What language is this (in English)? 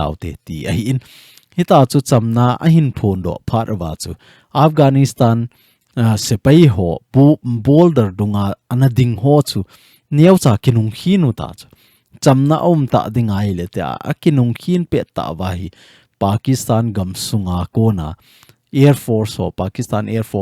Thado Chin